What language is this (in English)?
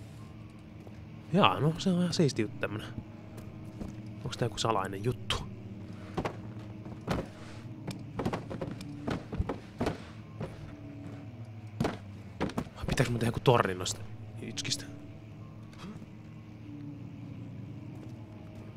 Finnish